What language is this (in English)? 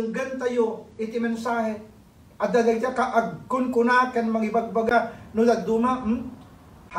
Iloko